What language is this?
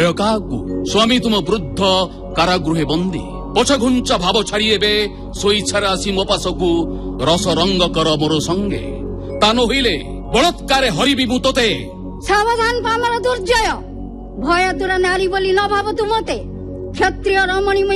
Odia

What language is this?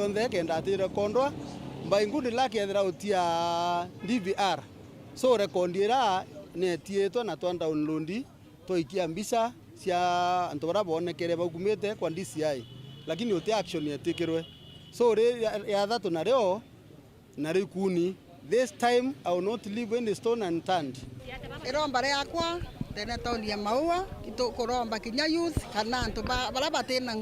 Meru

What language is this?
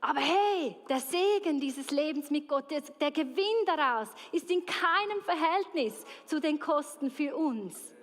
Swiss German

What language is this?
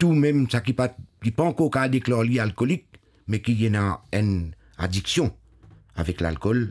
Morisyen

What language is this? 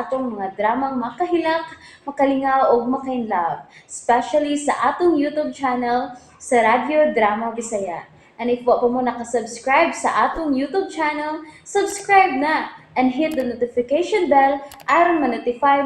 Cebuano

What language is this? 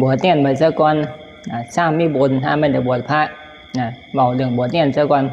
Northeastern Thai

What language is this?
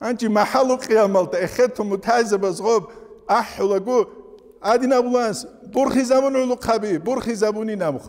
Avaric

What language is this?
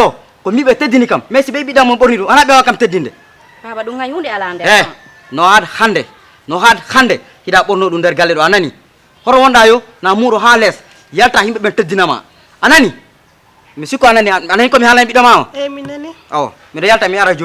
Fula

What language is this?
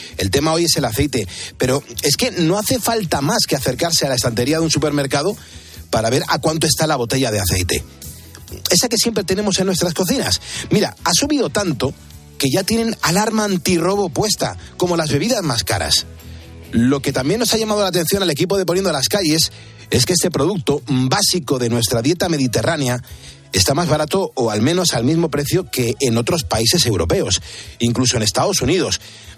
Spanish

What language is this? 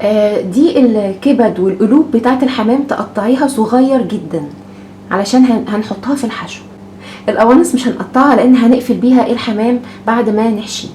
Egyptian Arabic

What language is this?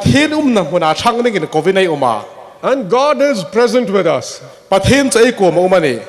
Hmar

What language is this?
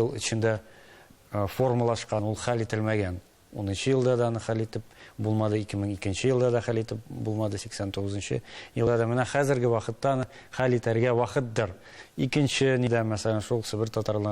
Tatar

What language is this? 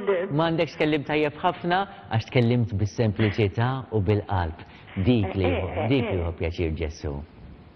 Maltese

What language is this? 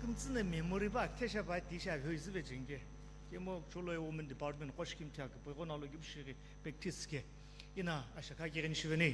Sumi Naga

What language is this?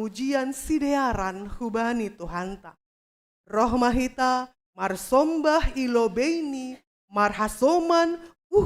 Batak Simalungun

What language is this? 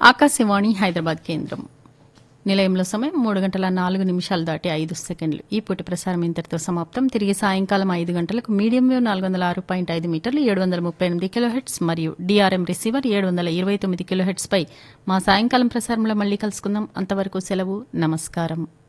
Telugu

